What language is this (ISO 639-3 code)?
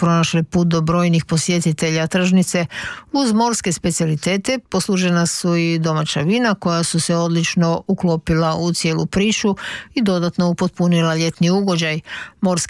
hrv